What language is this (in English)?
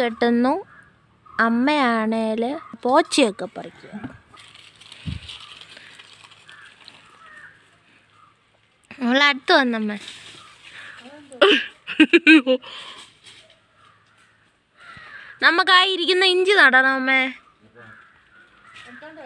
Malayalam